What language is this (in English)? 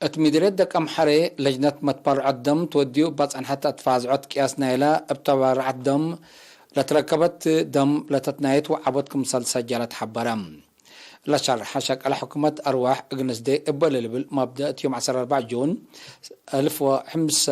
Tigre